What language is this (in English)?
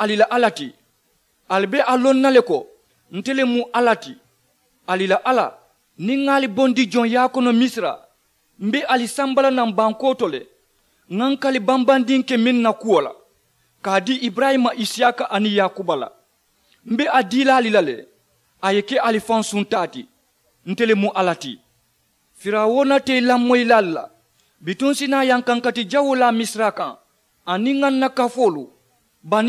Mandingo